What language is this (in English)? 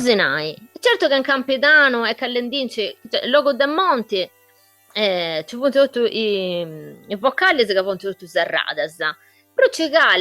Sardinian